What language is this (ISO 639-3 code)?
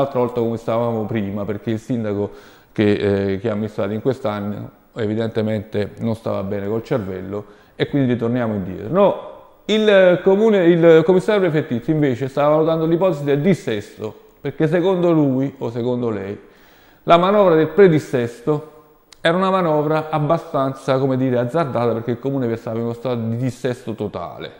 ita